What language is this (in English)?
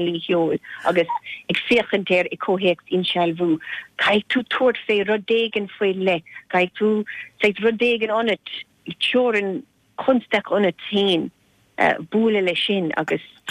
Irish